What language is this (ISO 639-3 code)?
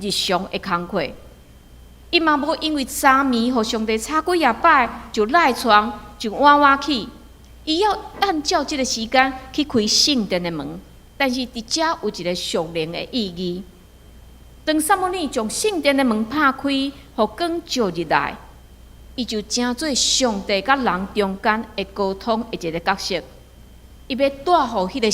nan